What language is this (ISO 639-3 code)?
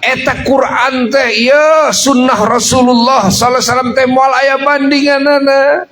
sun